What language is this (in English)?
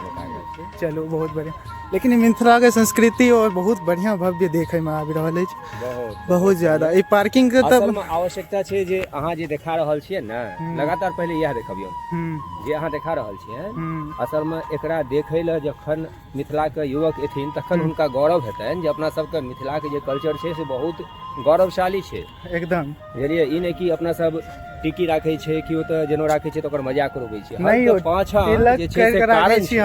Maithili